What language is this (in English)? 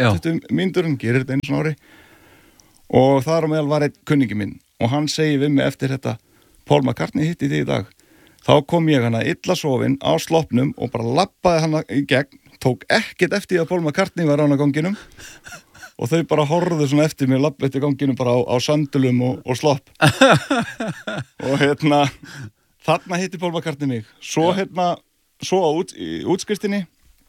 Icelandic